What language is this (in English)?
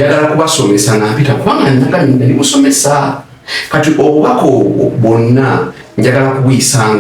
Ganda